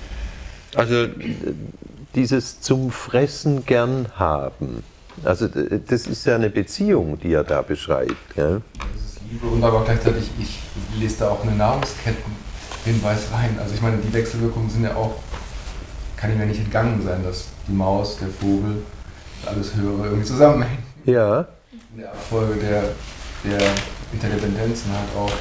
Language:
German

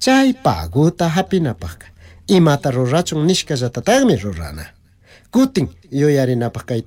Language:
Chimborazo Highland Quichua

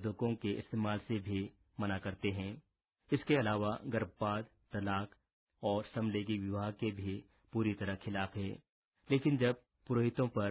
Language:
Hindi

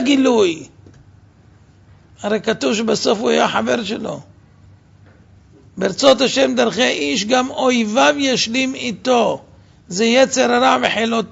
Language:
Hebrew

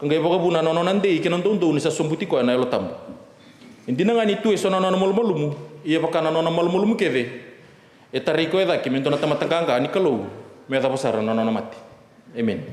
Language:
Fijian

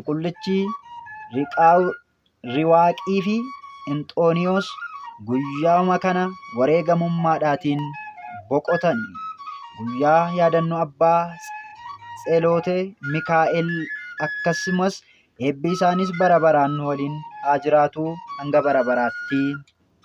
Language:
Oromo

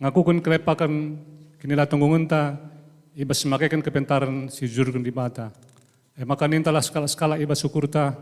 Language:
Batak Karo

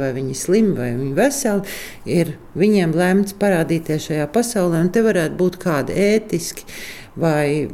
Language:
Latvian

